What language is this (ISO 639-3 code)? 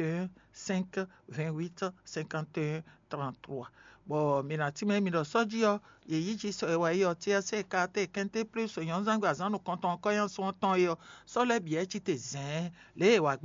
fon